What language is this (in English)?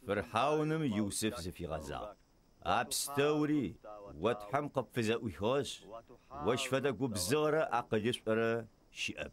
Adyghe